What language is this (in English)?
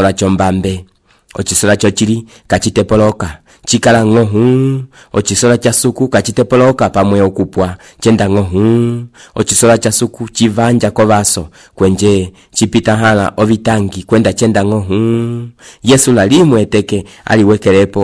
Umbundu